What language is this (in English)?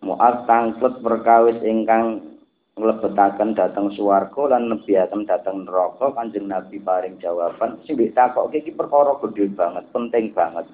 Javanese